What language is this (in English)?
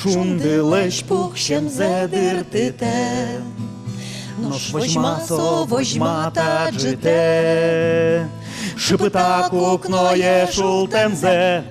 Udmurt